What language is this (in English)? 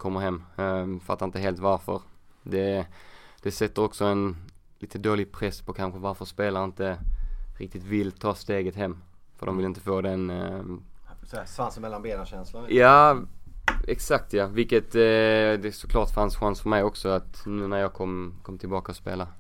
Swedish